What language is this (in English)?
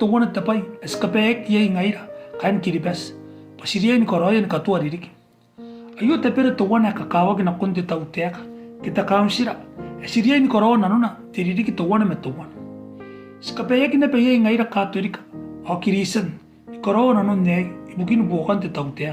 Gilbertese